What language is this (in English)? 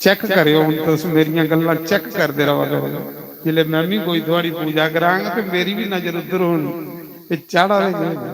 Dogri